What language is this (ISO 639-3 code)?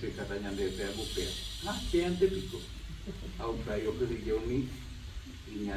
grn